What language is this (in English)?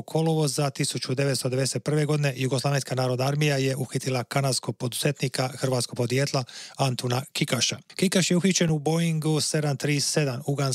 Croatian